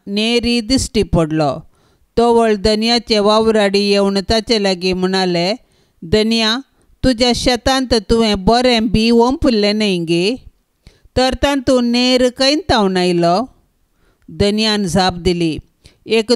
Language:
Konkani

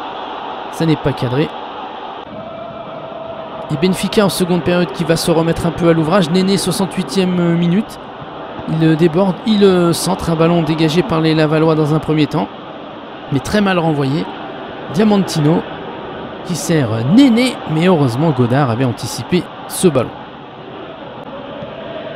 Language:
French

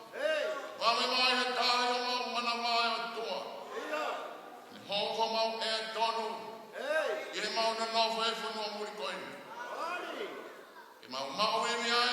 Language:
Tongan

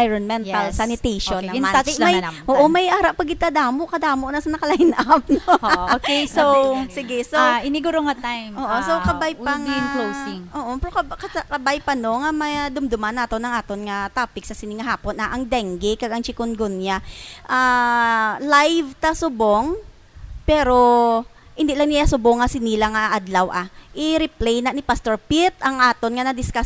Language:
Hiligaynon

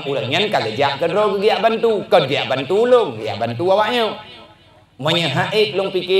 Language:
Achinese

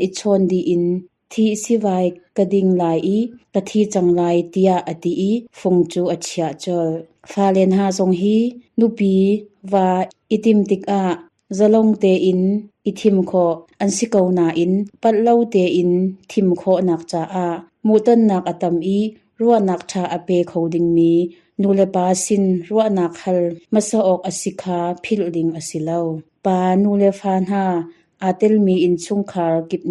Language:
Hakha Chin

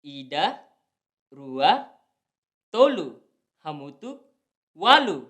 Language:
Tetum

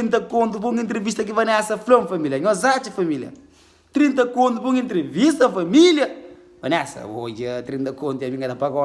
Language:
Kabuverdianu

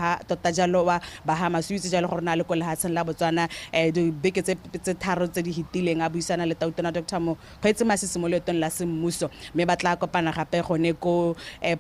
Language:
Tswana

